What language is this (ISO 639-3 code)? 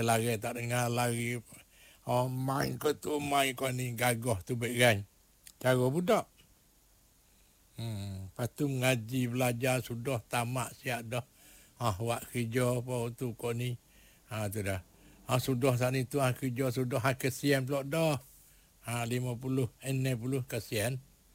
msa